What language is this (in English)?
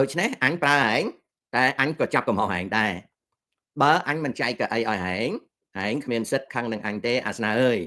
Khmer